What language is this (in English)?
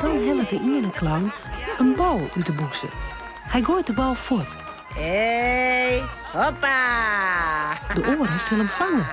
Western Frisian